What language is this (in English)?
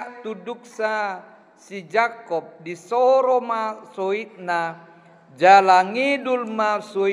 Batak Toba